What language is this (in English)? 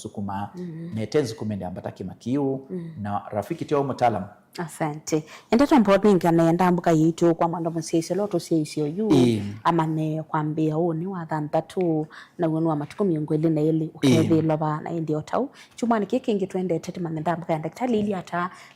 Kamba